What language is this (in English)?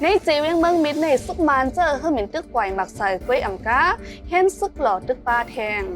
Shan